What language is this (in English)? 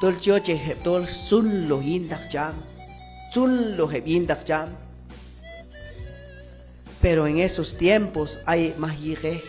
Q'anjob'al